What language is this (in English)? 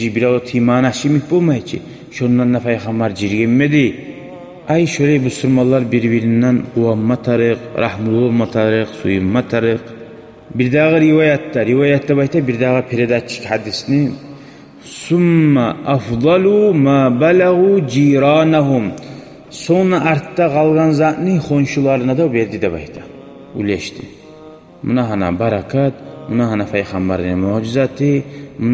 Kumyk